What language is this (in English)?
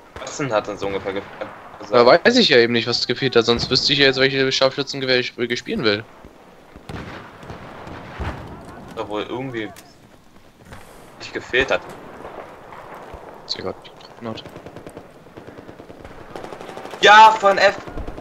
German